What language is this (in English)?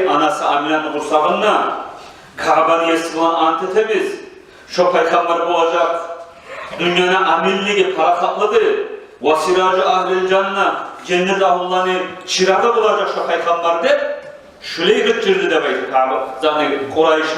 Kumyk